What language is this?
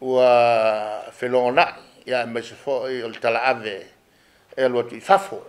Samoan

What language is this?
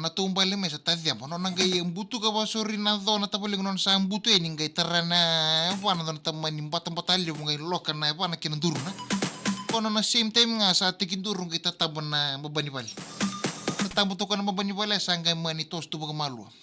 Fijian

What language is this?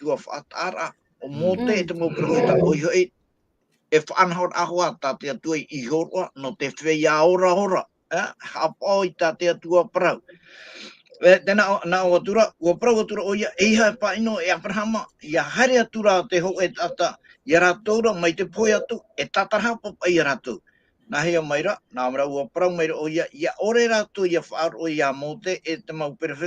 Tahitian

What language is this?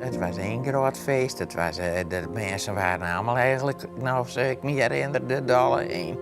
Western Frisian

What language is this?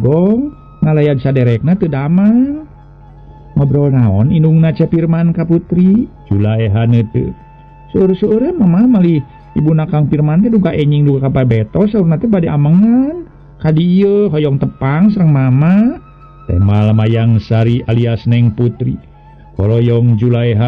Sundanese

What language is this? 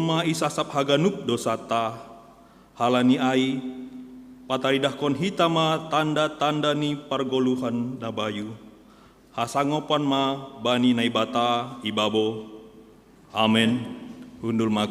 Batak Simalungun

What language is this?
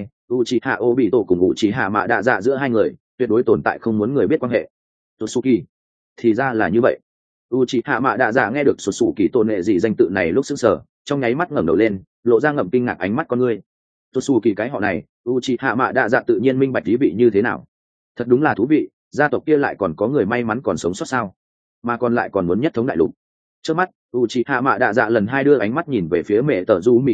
Vietnamese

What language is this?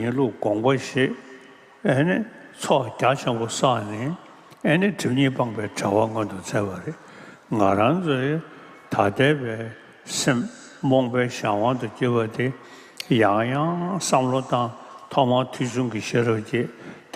Tibetan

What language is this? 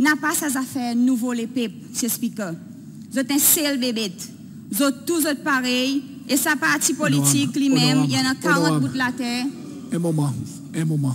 Seselwa Creole French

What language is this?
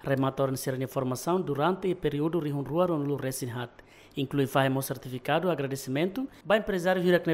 Tetum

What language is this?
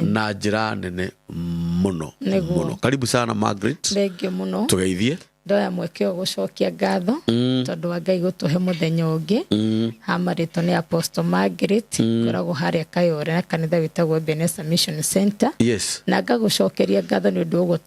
Kikuyu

